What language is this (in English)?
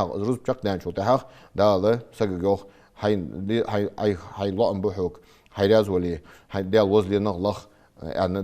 Ingush